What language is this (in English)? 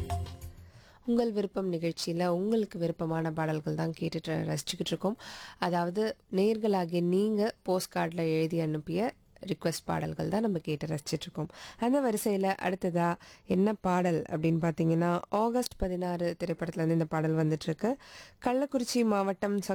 Tamil